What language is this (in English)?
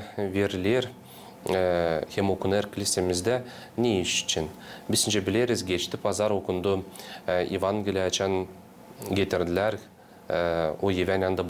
Gagauz